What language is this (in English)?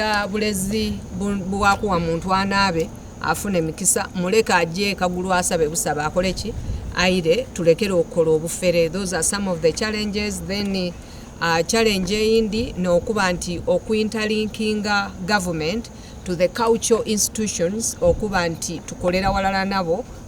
Soga